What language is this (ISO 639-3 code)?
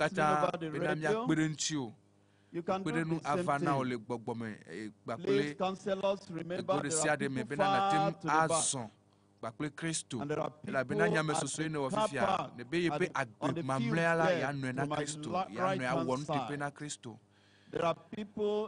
ewe